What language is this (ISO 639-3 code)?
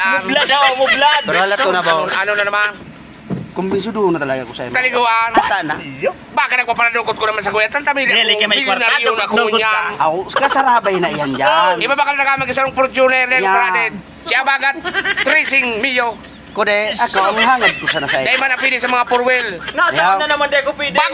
bik